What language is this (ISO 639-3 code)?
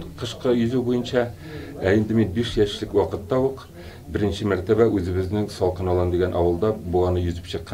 kir